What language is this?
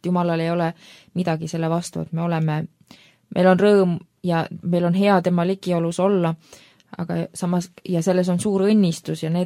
Estonian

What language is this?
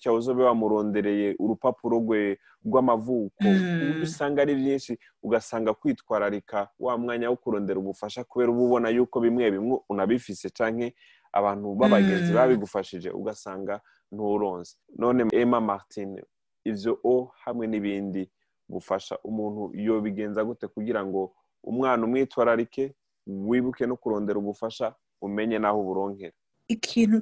Rundi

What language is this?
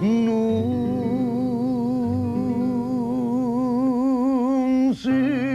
Neapolitan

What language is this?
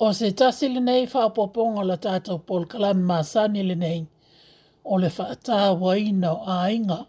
Samoan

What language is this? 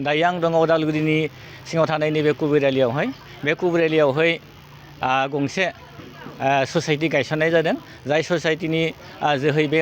Bodo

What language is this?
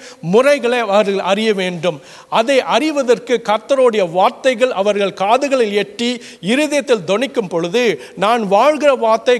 Tamil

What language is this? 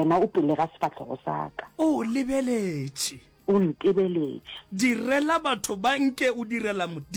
Northern Sotho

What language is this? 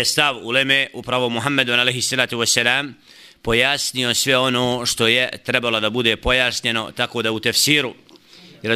Bosnian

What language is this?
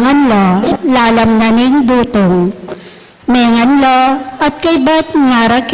Pampanga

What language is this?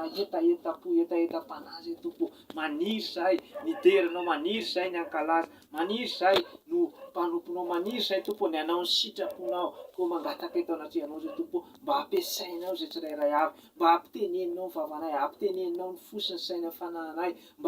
Malagasy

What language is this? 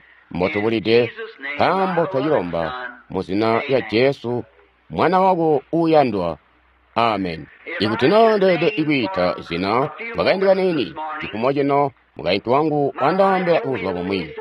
Tonga (Zambia)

